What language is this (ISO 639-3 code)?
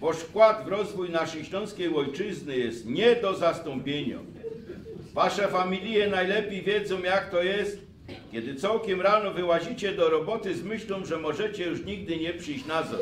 szl